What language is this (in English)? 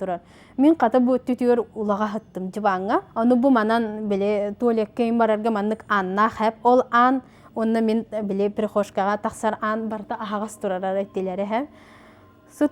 Yakut